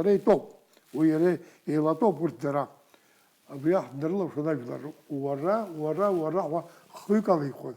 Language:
Abkhazian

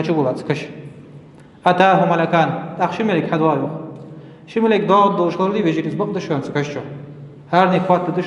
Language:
Ingush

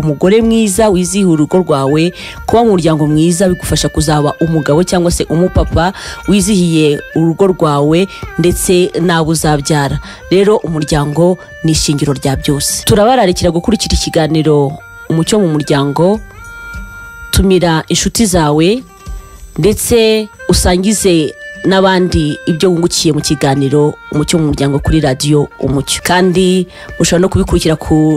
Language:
Kinyarwanda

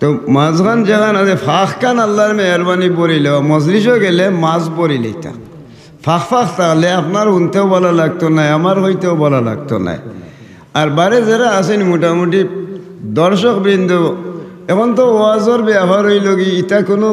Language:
Sylheti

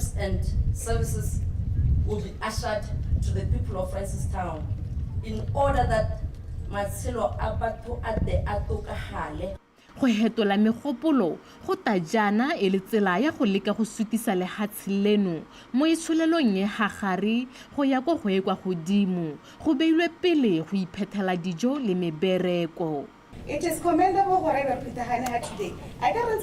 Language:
Tswana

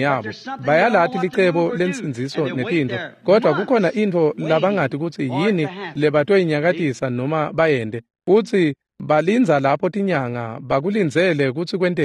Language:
Swati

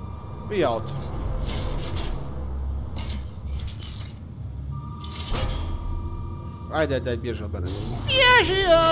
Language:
Croatian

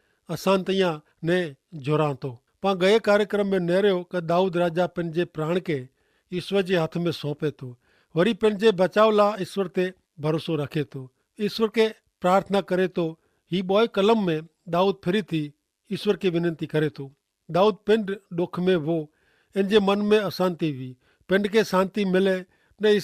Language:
Kachhi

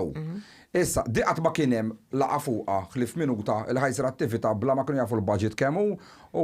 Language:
Maltese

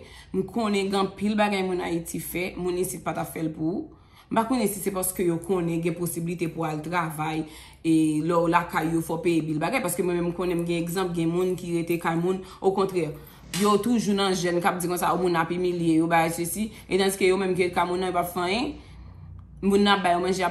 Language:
Haitian Creole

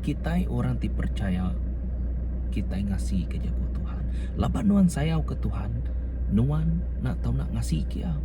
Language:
Iban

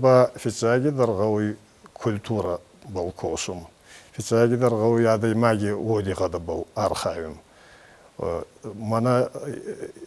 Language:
Ossetic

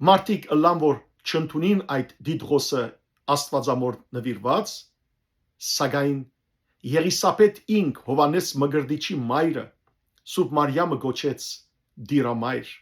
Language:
Western Armenian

